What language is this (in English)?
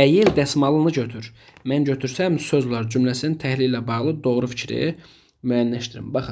Azerbaijani